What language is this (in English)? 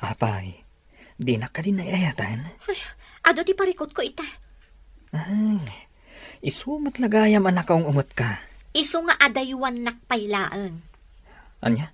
Iloko